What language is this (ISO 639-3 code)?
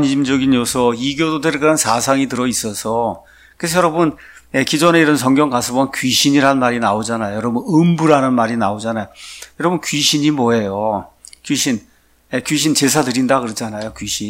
kor